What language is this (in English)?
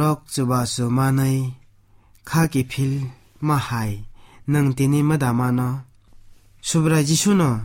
Kok Borok